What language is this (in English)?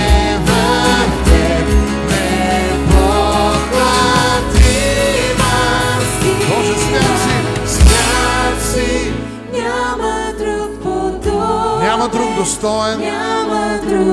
Bulgarian